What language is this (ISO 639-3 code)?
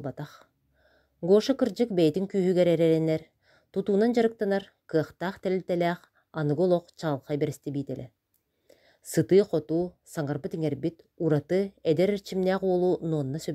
sah